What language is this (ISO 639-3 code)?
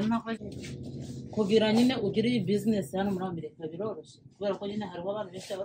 kin